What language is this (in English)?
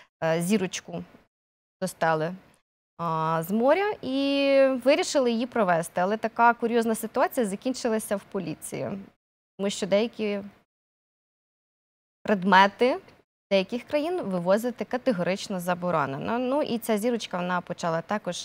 Ukrainian